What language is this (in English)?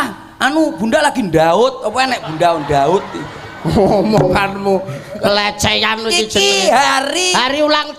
Javanese